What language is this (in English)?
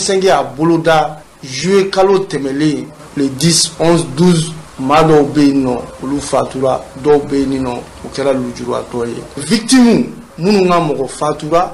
Bambara